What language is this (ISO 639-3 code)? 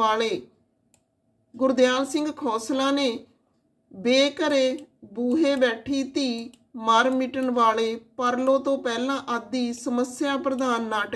pan